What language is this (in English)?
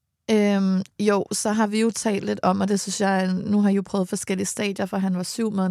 Danish